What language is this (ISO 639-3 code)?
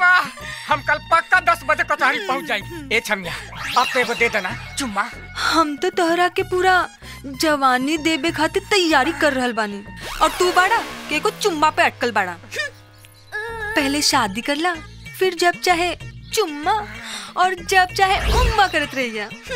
bho